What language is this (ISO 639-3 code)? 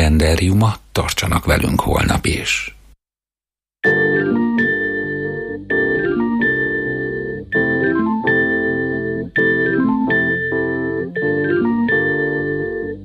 hun